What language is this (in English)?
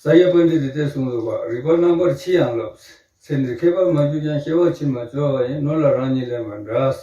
Tibetan